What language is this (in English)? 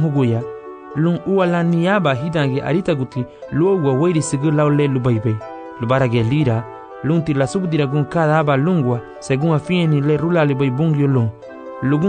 Garifuna